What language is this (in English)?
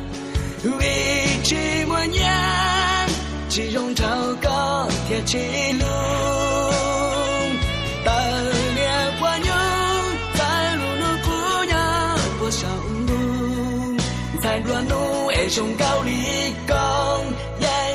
Hmong